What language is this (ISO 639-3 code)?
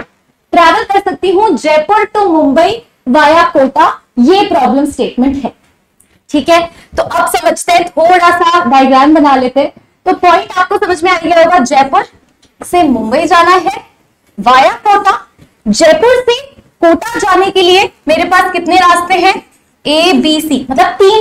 hin